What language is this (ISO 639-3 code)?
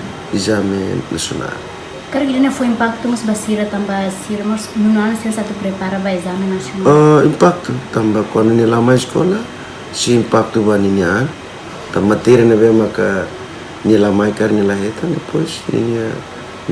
tet